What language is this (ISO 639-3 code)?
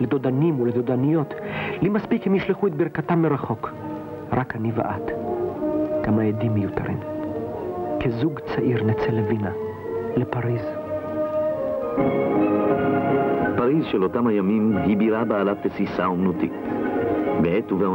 heb